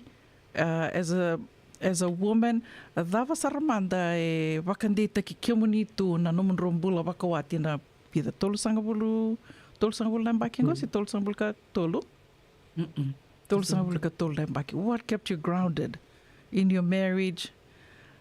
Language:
Fijian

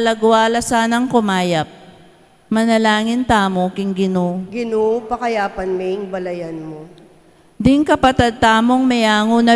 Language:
Pampanga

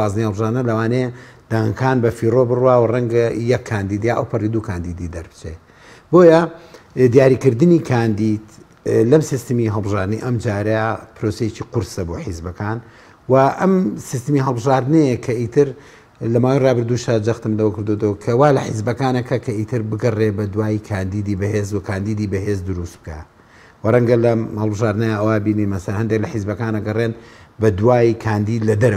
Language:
Central Kurdish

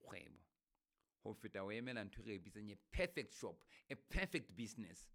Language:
Southern Sotho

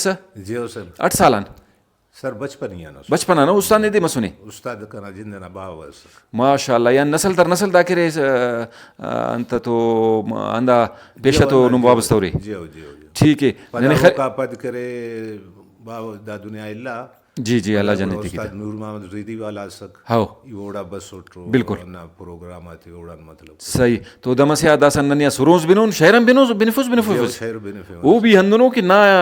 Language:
Brahui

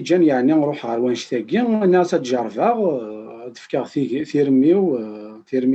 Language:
Kabyle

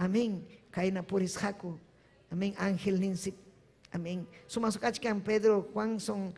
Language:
Ayacucho Quechua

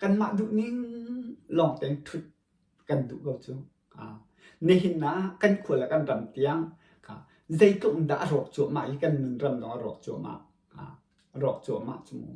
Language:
Hakha Chin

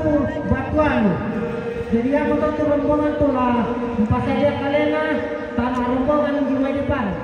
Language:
Toraja-Sa'dan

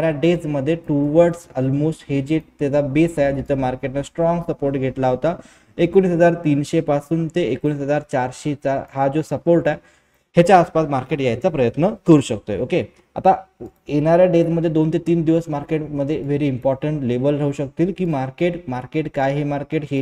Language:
Marathi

